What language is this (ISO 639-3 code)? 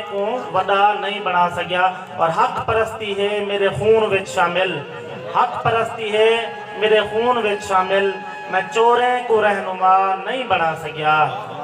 skr